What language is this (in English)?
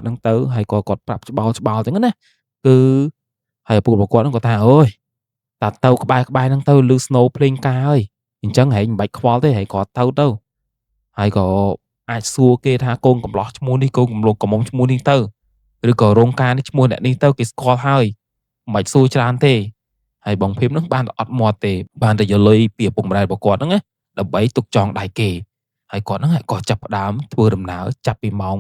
Khmer